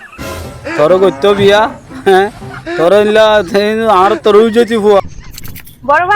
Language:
Rohingya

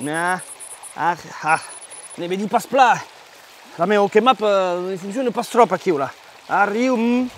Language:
Occitan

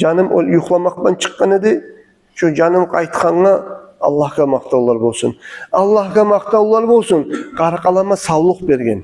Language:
Kumyk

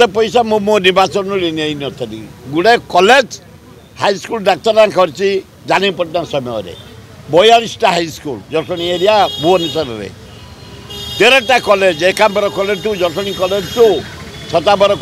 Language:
Odia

